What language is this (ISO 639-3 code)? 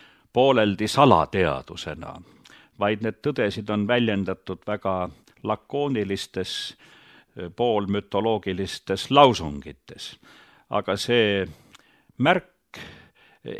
est